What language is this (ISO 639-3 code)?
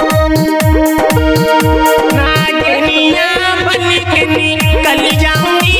bho